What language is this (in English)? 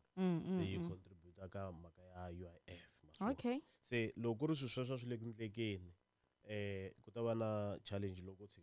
Tsonga